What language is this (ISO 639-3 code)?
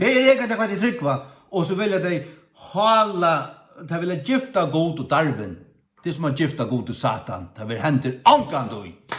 fao